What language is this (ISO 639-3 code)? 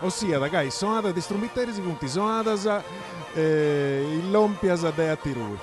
srd